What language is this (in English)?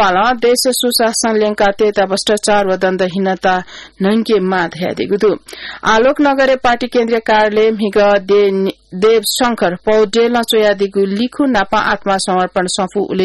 Newari